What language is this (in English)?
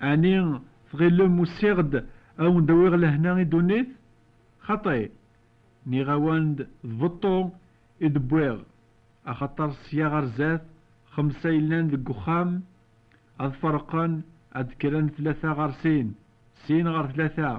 Kabyle